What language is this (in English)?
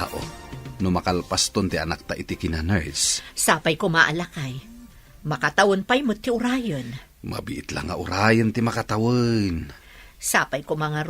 Iloko